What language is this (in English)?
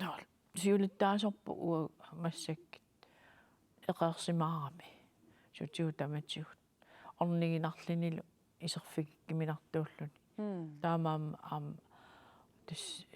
Kalaallisut